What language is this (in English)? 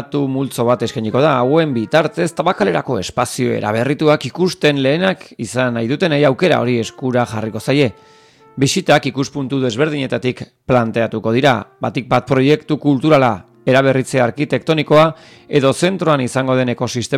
Basque